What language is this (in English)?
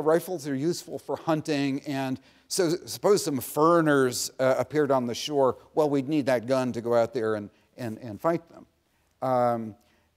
English